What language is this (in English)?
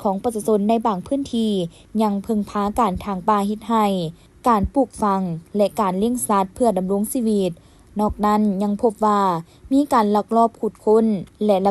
Lao